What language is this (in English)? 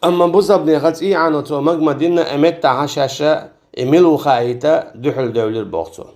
Chechen